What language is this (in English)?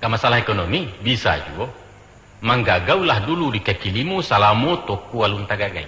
Minangkabau